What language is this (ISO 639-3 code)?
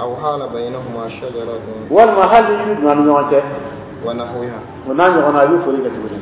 dyu